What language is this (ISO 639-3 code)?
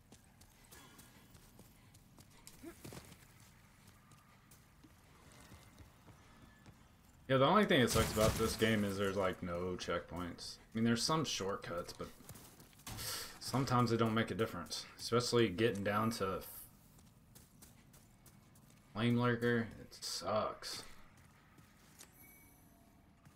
eng